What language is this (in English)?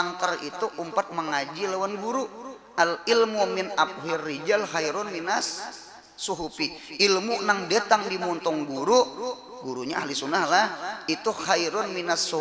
Banjar